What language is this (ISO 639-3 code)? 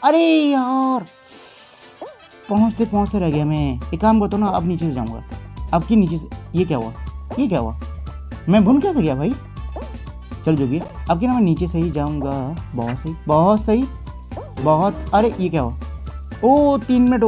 hin